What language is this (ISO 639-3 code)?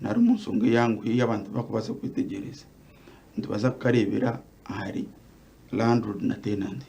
nyn